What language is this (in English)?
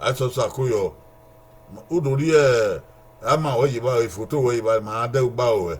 Bini